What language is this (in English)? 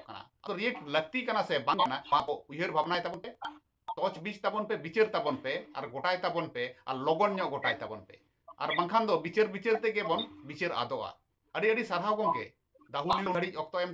Santali